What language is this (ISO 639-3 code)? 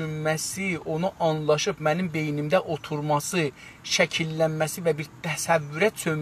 azb